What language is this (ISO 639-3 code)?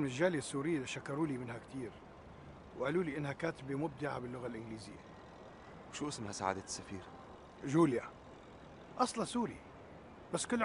apc